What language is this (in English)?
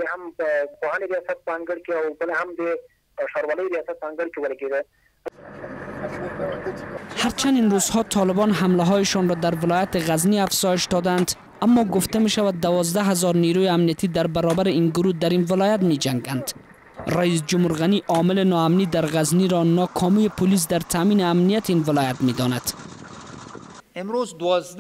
Persian